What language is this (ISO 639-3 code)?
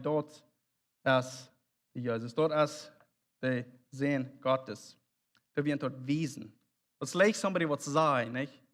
pdt